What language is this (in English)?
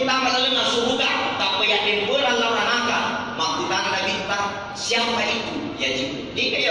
Buginese